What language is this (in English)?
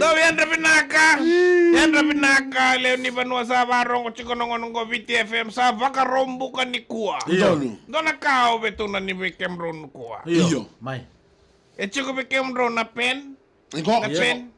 Fijian